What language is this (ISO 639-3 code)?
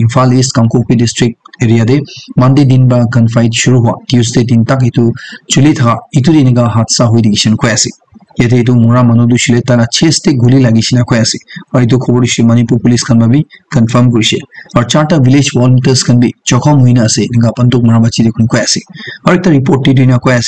nag